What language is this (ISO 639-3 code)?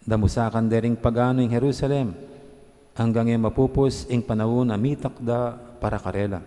pam